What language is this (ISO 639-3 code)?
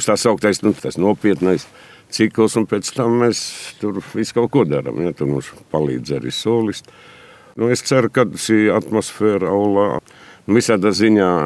lav